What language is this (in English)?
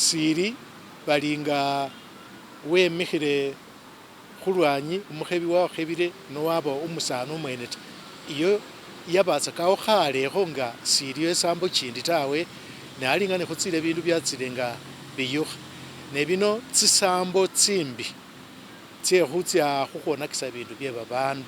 Masaaba